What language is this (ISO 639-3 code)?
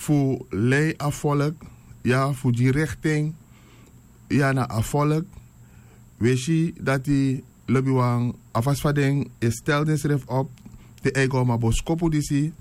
srn